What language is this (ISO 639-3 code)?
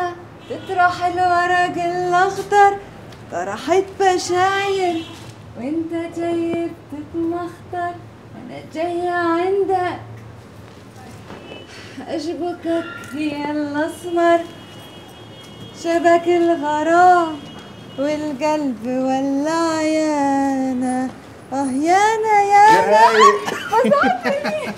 arz